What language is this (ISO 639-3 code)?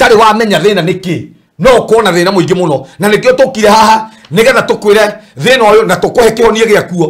kik